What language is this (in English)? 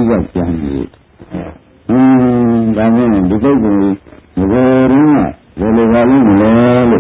Burmese